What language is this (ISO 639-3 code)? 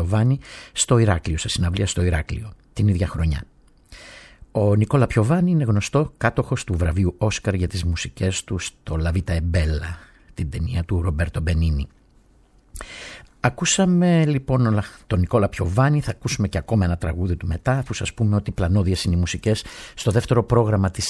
ell